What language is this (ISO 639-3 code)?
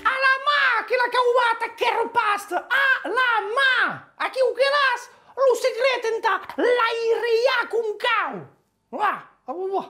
oci